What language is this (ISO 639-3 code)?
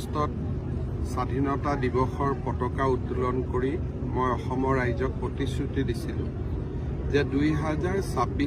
asm